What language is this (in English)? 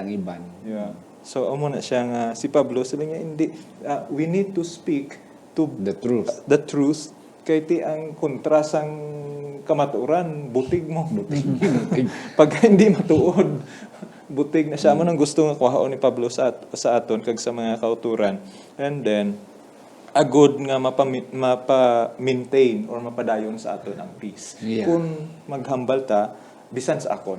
Hiligaynon